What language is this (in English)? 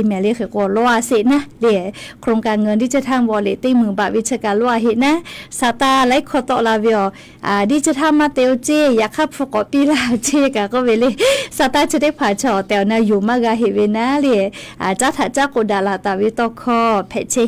Lahu